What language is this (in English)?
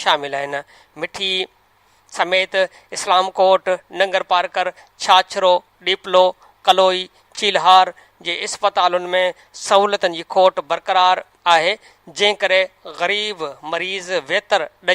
Sindhi